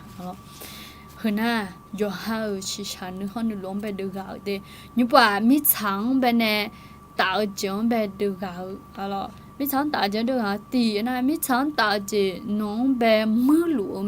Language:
Akha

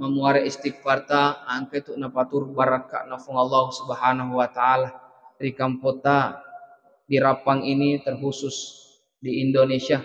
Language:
Buginese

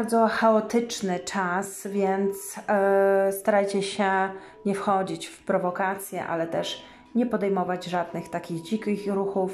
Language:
Polish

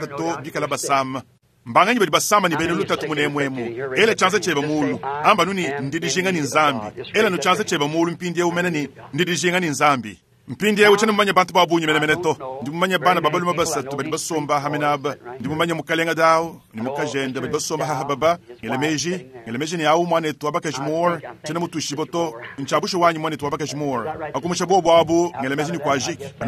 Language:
Luba-Lulua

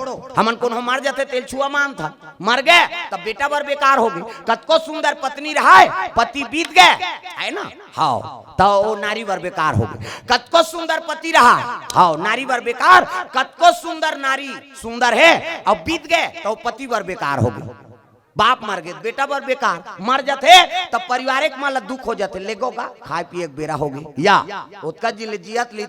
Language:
Chhattisgarhi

